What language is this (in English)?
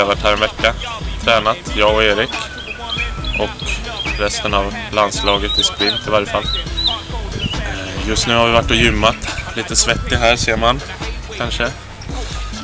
Swedish